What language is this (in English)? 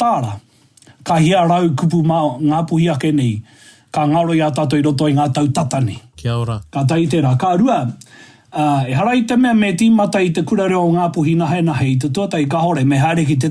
Māori